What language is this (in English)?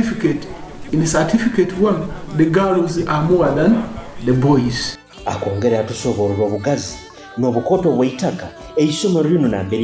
Nyoro